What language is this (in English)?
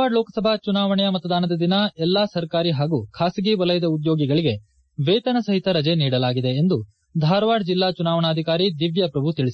Kannada